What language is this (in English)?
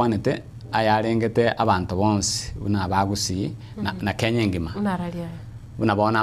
Gusii